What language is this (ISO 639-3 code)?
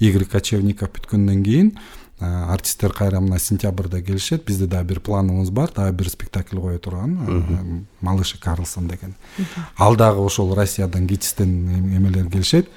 kir